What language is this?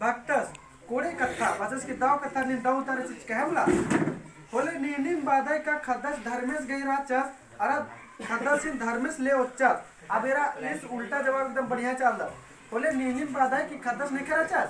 Kurukh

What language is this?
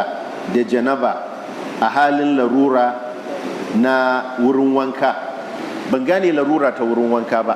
Hausa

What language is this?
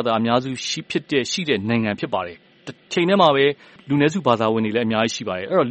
Burmese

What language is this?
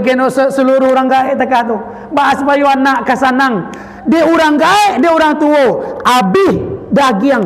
Minangkabau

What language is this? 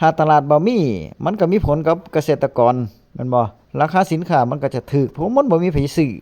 Northeastern Thai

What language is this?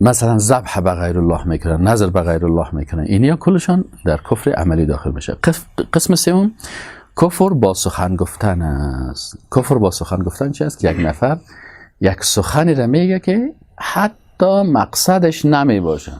Persian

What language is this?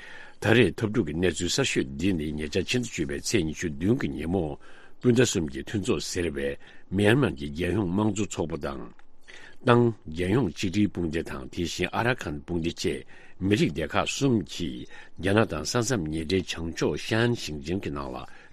Tibetan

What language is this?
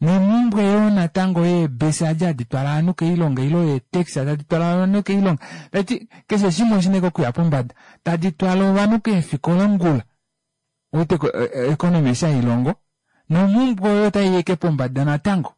Kuanyama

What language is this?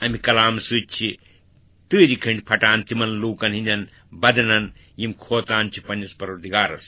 Kashmiri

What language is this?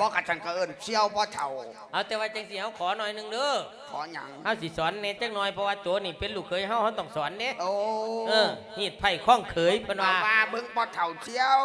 Lao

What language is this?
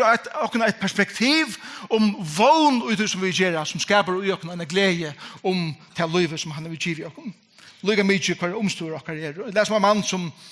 Faroese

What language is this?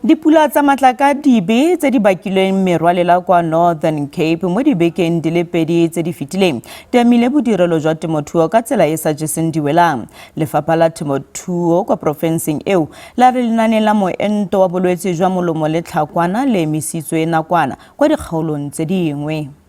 Tswana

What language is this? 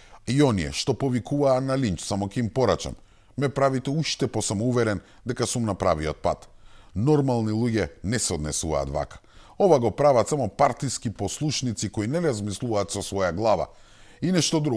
Macedonian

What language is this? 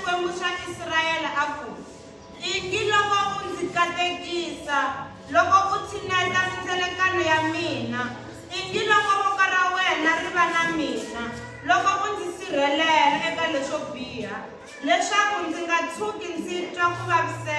Tsonga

